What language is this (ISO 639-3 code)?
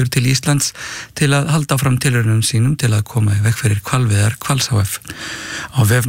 isl